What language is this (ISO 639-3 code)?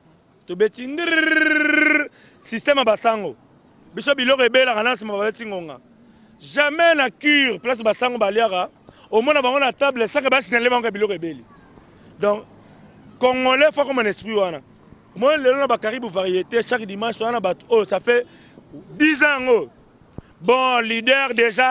lin